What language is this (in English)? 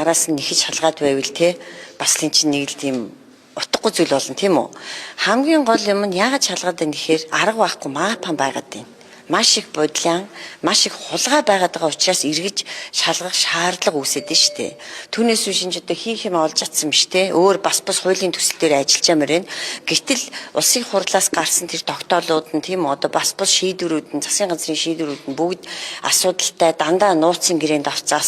Mongolian